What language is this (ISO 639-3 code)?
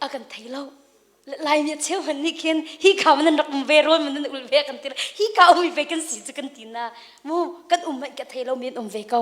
cnh